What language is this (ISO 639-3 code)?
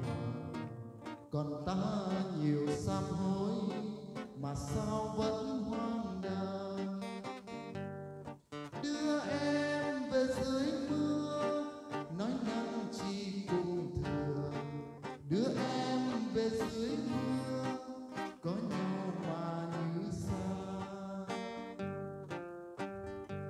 vie